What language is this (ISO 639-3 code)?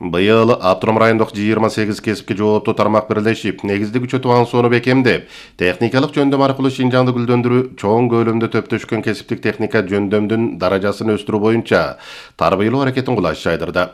kir